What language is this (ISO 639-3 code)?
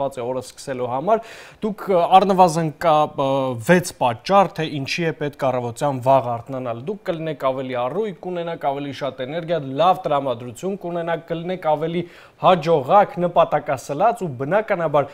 hye